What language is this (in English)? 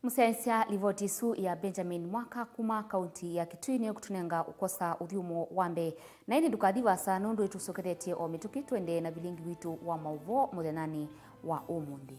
Kamba